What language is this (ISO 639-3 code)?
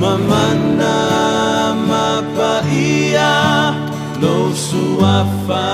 smo